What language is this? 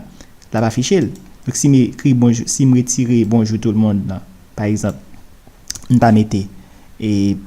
Haitian Creole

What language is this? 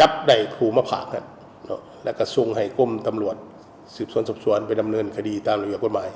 Lao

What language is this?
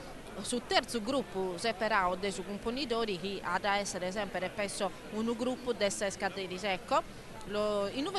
Sardinian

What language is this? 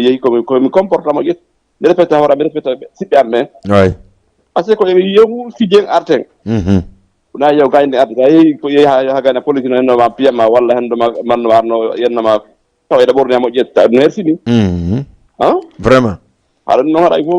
Fula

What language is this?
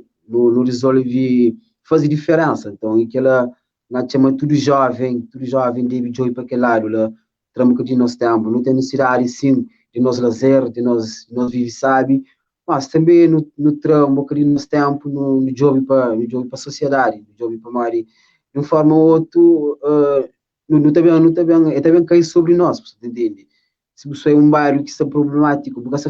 Kabuverdianu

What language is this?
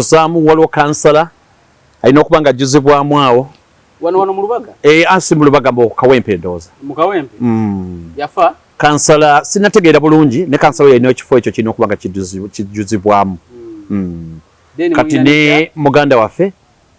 Ganda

